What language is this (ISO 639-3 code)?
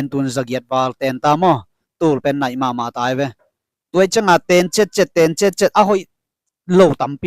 ctd